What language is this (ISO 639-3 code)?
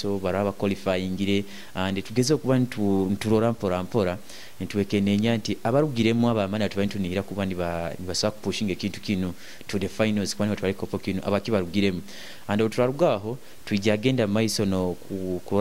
nyo